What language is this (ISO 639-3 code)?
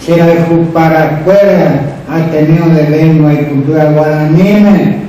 grn